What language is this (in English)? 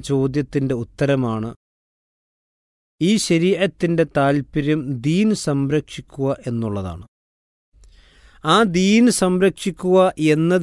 Malayalam